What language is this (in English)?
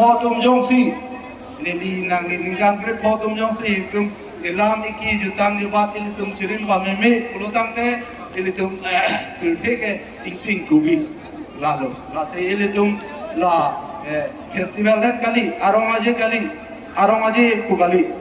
Karbi